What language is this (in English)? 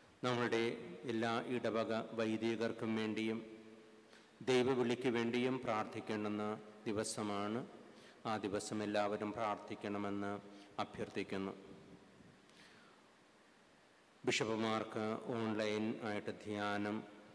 Malayalam